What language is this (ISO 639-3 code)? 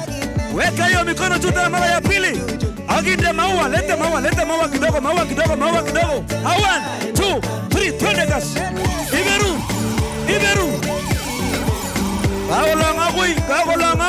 swa